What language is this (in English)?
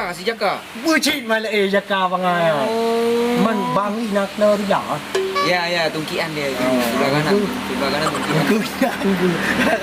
Achinese